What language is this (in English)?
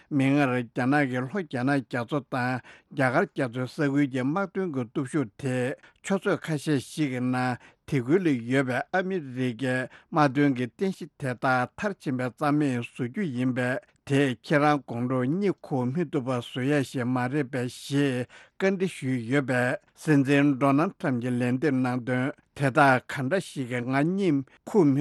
Tibetan